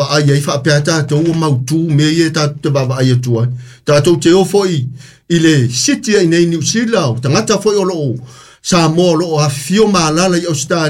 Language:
Samoan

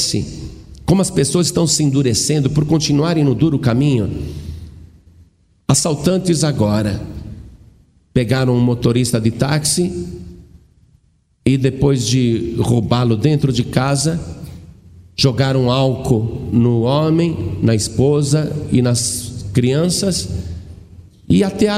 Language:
Portuguese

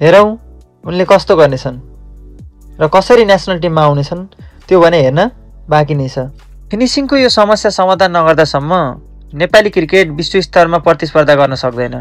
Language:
Nepali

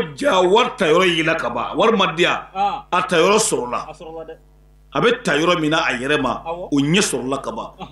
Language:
Bambara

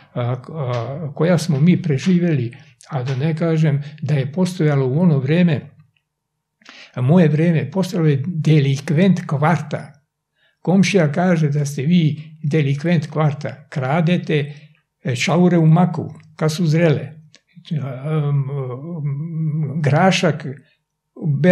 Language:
Serbian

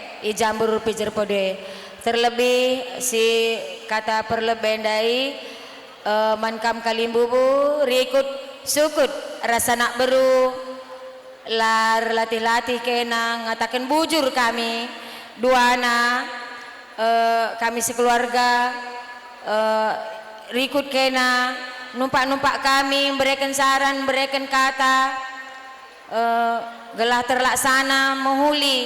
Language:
Batak Karo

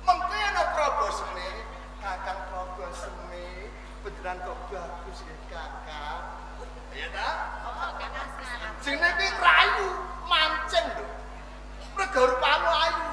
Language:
Javanese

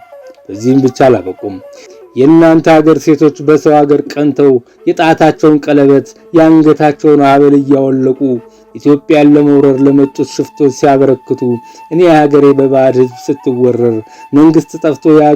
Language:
Amharic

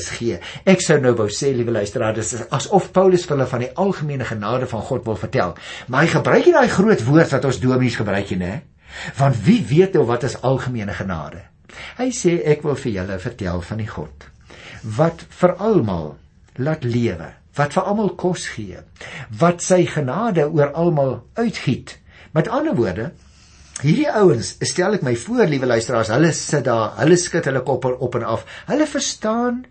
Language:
Afrikaans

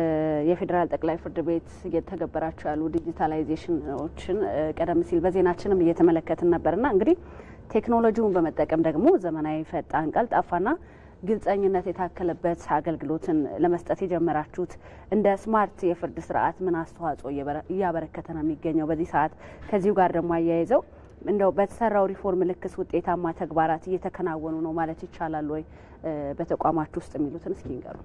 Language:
Amharic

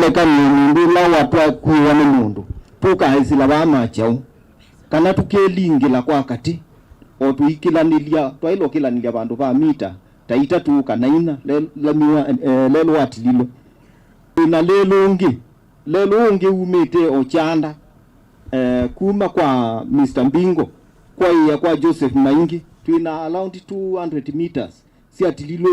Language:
Kamba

